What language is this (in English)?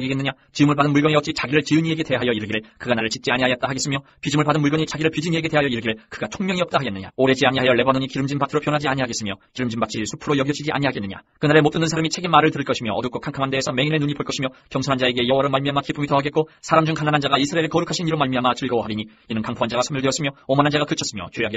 Korean